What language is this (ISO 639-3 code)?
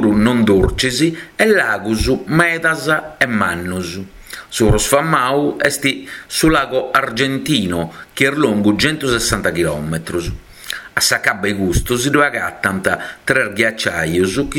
srd